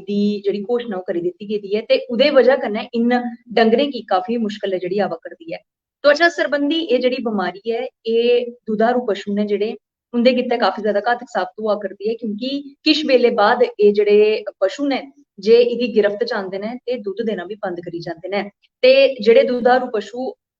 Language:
Dogri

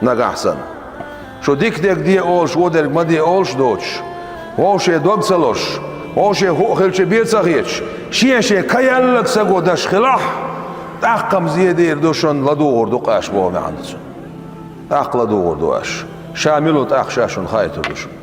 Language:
Chechen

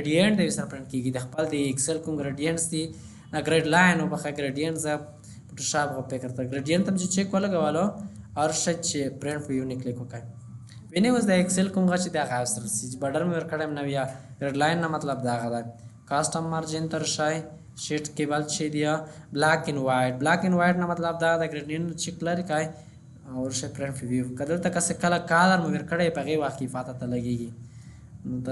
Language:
Pashto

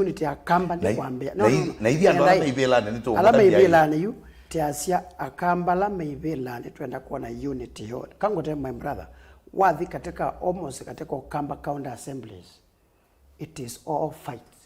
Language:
Kamba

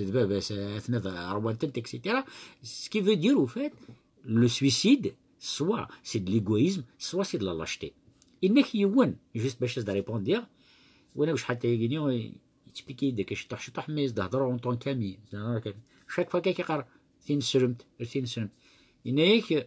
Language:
Kabyle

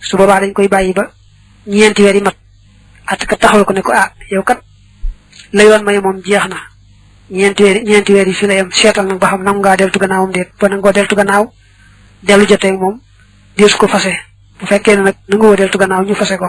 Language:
Wolof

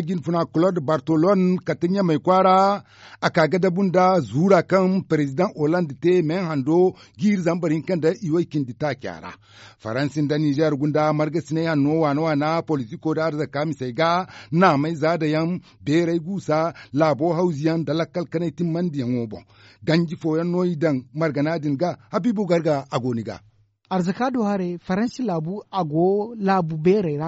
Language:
Zarma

